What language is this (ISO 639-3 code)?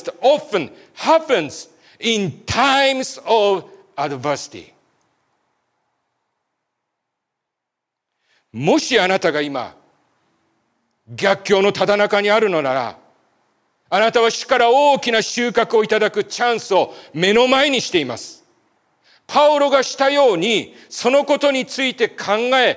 jpn